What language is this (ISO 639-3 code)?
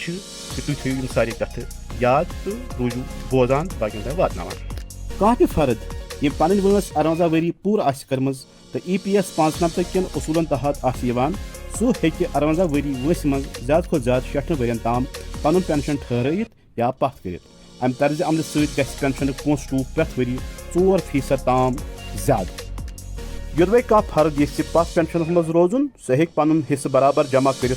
kas